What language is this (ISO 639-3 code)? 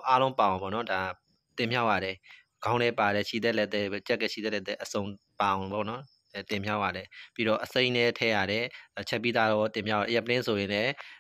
mya